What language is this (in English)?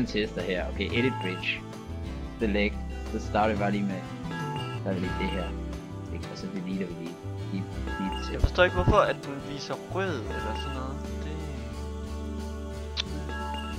Danish